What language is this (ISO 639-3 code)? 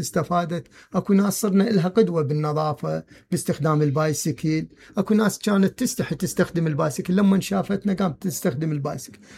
acm